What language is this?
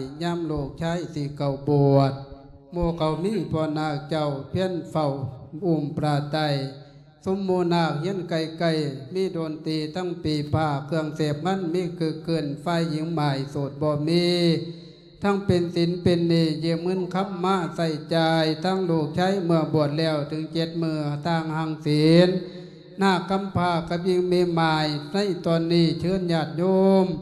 Lao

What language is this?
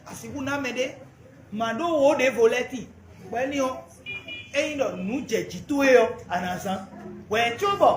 Fon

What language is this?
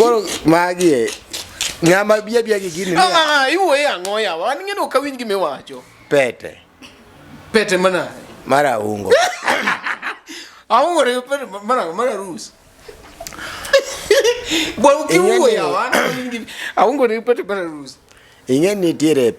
Luo (Kenya and Tanzania)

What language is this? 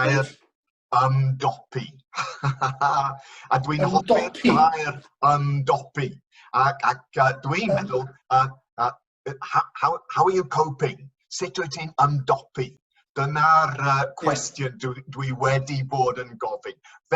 Welsh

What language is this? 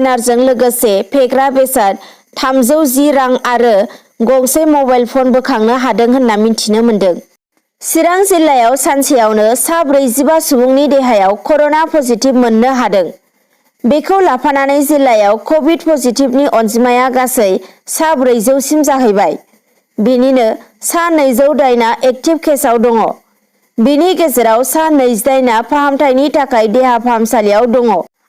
Bodo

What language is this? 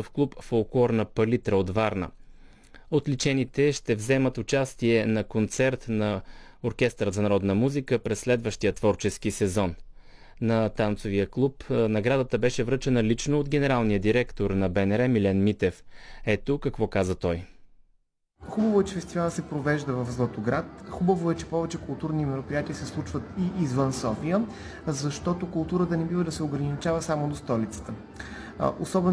Bulgarian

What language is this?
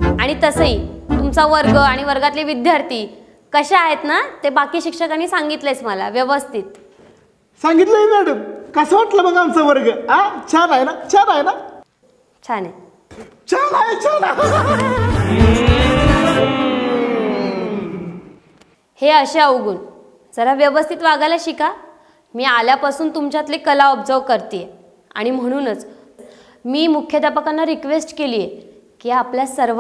Marathi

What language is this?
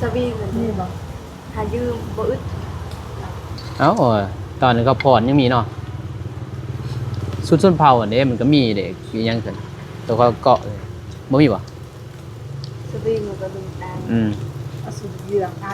Lao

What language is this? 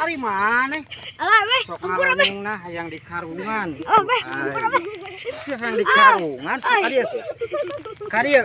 Sundanese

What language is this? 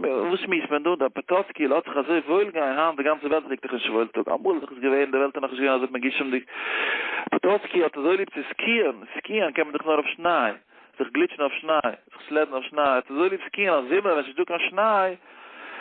Yiddish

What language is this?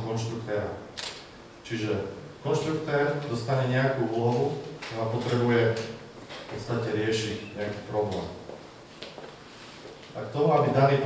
Slovak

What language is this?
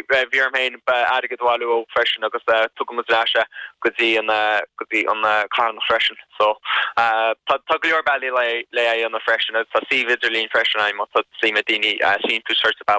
Irish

